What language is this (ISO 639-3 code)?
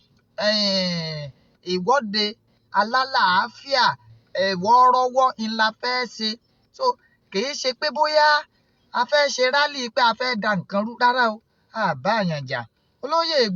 yor